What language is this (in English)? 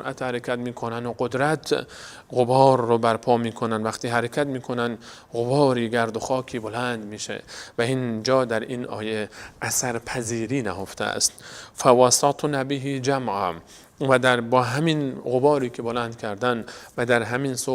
Persian